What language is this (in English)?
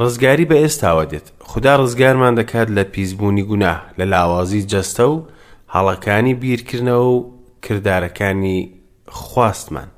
Central Kurdish